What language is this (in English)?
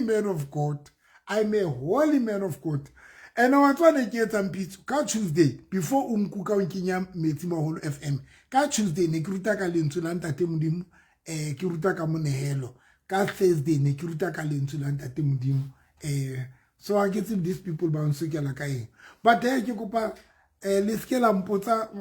Southern Sotho